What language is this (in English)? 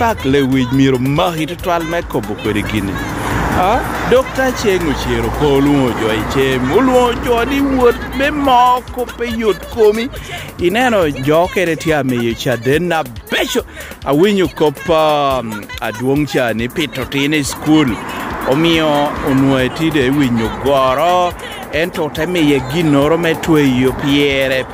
Lango (Uganda)